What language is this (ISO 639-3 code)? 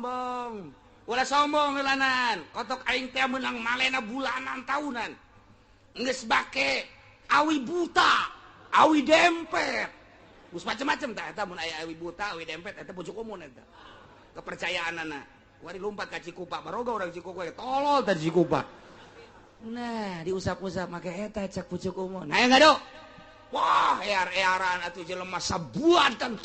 sun